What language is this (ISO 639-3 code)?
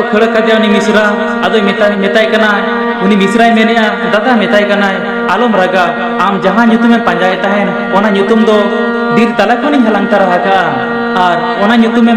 sat